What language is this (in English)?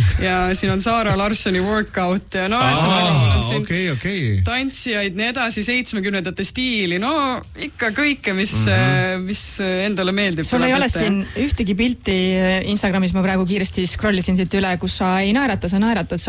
Estonian